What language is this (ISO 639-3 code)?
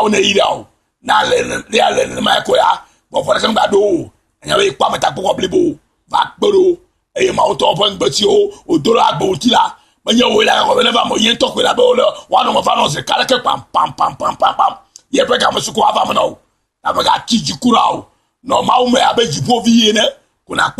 ewe